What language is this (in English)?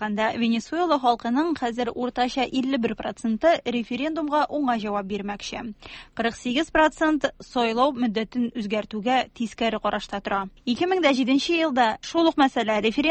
Tatar